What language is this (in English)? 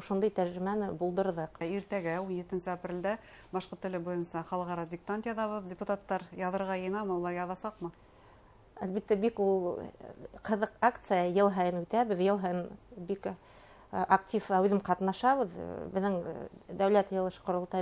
Bashkir